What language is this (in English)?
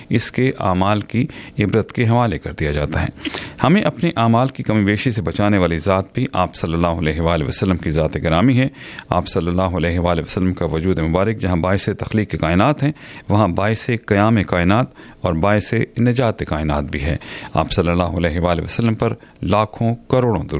Urdu